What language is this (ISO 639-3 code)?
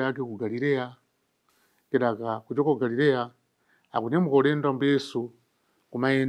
nya